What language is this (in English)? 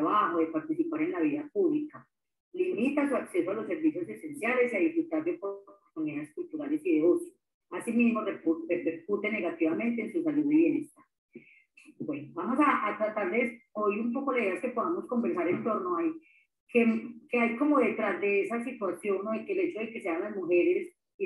Spanish